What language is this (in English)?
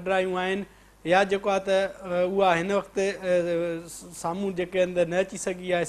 Sindhi